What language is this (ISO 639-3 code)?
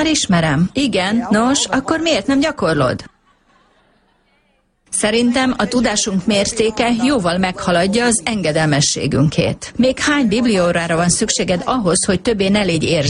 hun